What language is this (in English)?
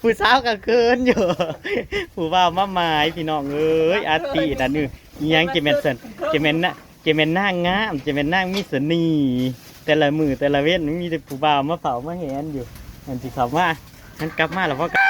Northeastern Thai